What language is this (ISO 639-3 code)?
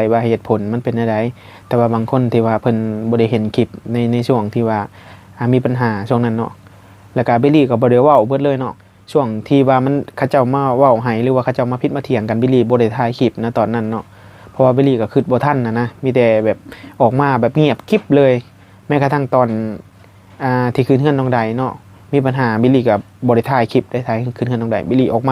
tts